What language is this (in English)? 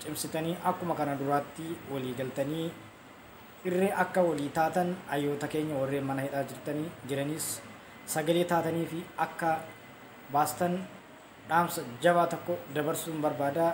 Oromo